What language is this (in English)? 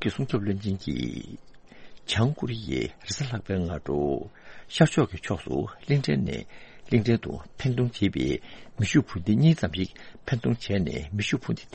Tibetan